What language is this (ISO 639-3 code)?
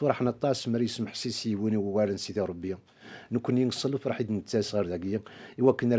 kab